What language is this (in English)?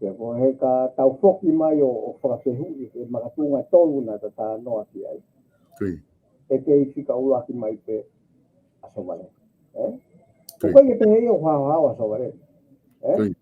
Tongan